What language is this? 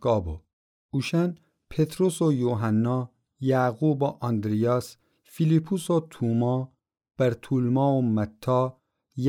Gilaki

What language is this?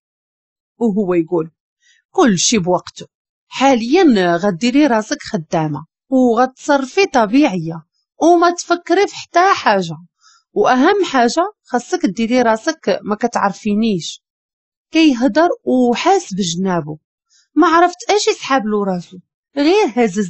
Moroccan Arabic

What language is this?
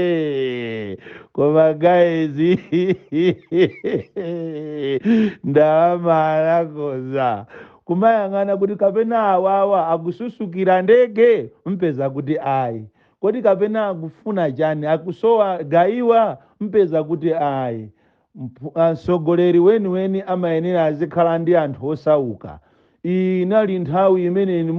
Nyanja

